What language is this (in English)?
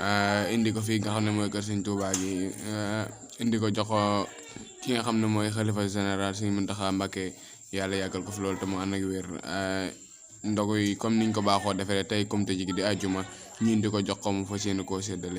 Wolof